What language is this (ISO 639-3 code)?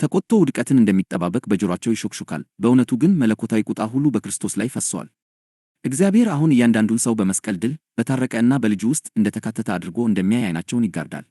amh